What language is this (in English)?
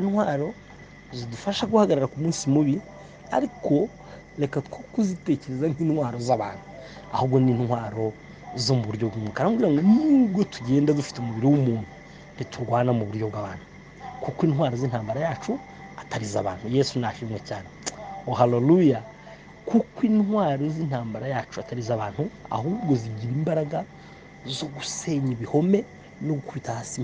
Kinyarwanda